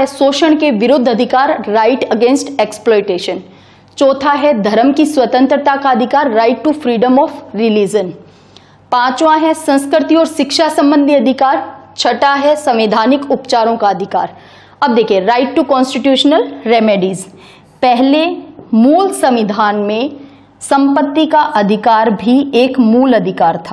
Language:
Hindi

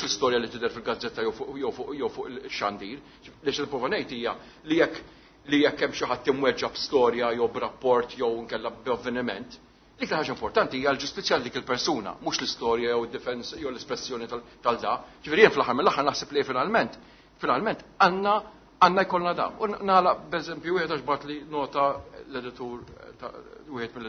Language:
Maltese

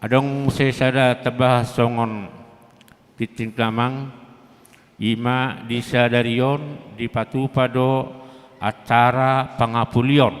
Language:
Batak Toba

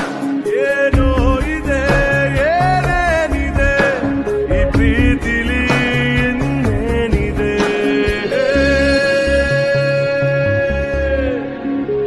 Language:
Kannada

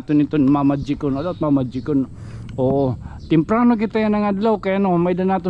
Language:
Waray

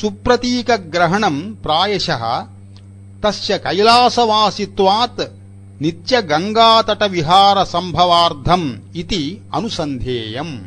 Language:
Sanskrit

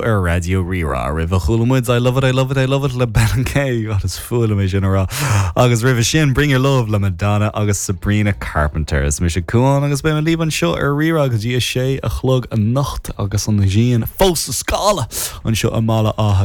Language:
Irish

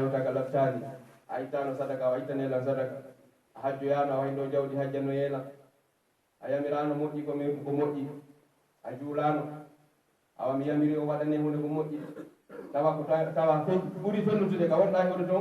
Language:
Pular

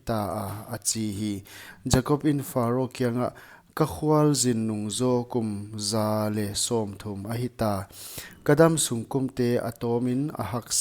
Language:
Paite Chin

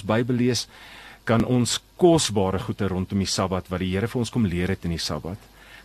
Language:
Afrikaans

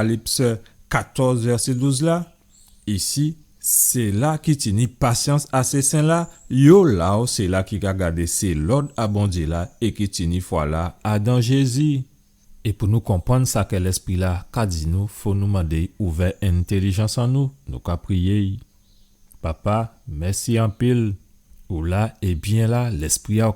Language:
Guadeloupean Creole French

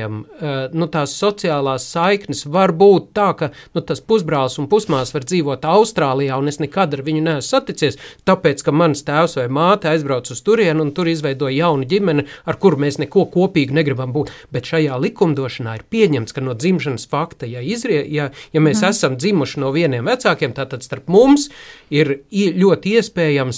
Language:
Latvian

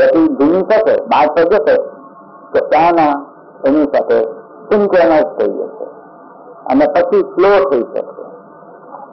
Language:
Gujarati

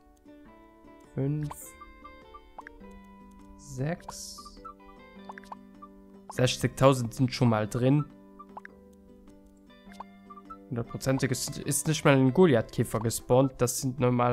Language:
German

